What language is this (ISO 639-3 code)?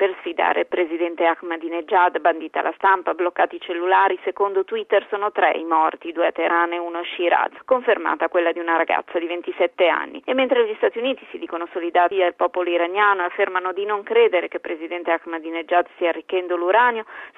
ita